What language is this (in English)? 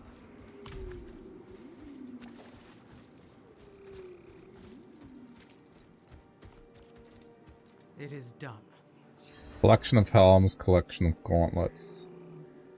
English